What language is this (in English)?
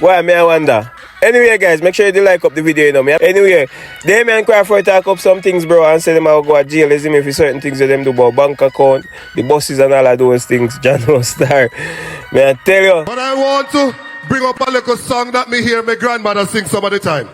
Jamaican Creole English